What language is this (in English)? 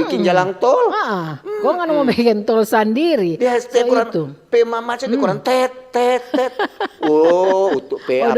Manado Malay